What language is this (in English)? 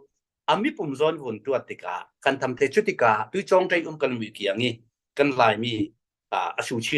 Falam Chin